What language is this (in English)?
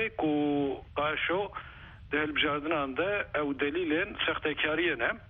Kurdish